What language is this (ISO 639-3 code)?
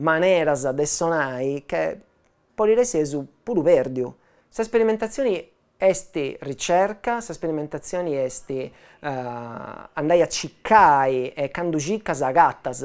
srd